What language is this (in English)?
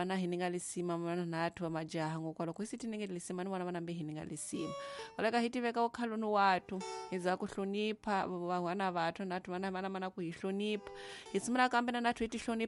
Tsonga